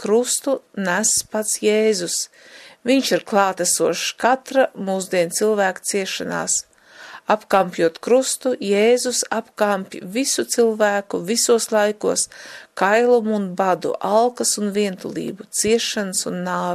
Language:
Latvian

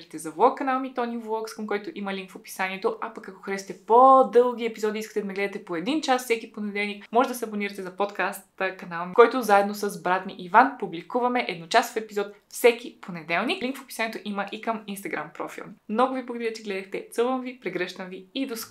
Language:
Bulgarian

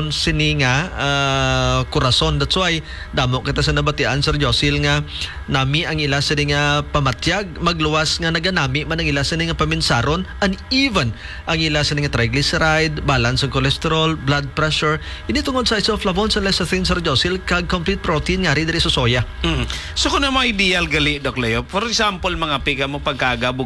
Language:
Hiligaynon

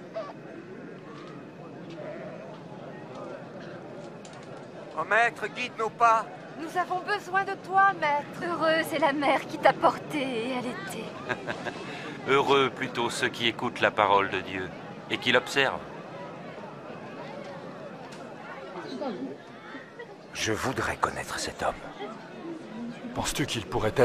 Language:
French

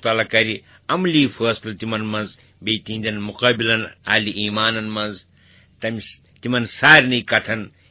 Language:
Kashmiri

